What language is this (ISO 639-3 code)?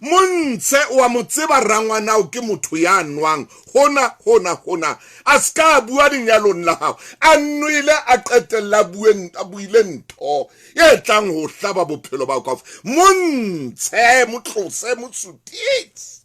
sot